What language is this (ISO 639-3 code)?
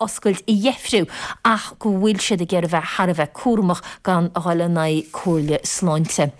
gle